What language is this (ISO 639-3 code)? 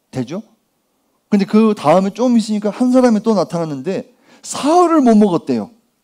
kor